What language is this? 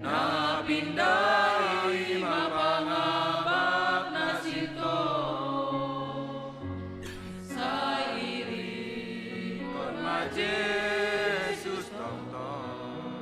Batak Simalungun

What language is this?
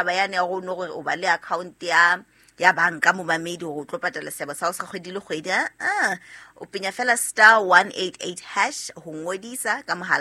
Southern Sotho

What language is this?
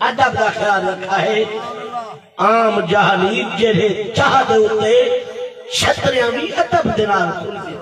Saraiki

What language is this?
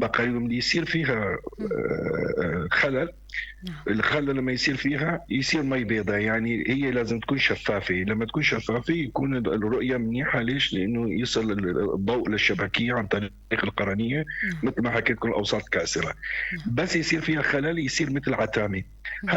North Levantine Arabic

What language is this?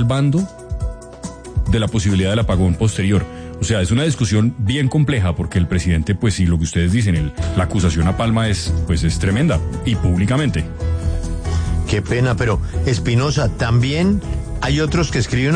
Spanish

